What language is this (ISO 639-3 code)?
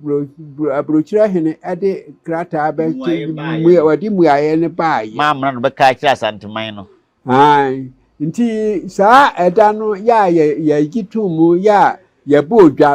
aka